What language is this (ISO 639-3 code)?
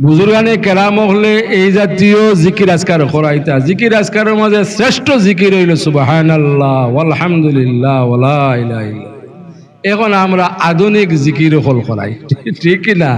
syl